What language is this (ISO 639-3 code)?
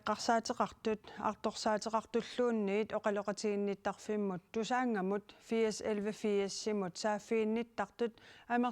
kal